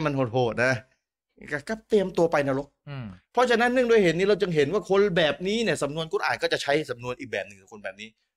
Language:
Thai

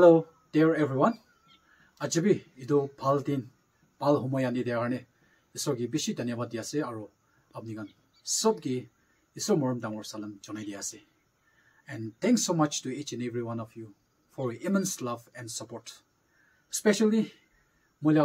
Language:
Naga Pidgin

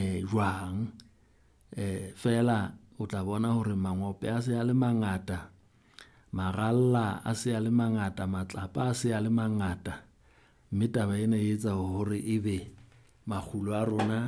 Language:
Southern Sotho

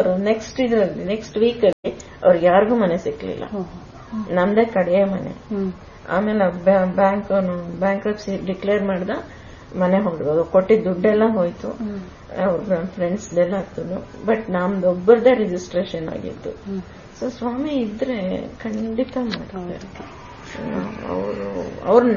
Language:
Kannada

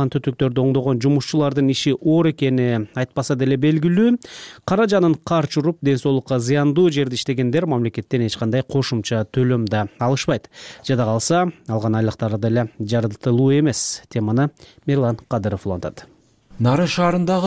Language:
Kyrgyz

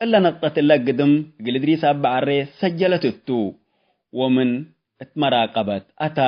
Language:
Tigre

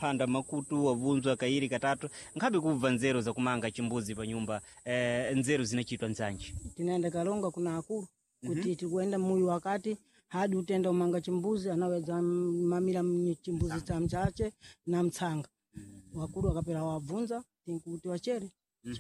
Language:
Sena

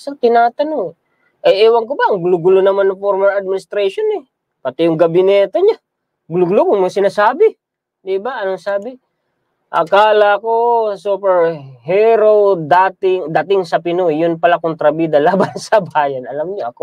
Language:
Filipino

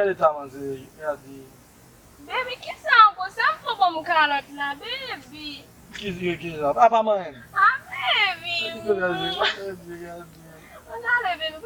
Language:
Haitian Creole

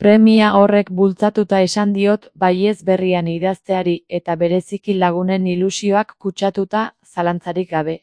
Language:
Basque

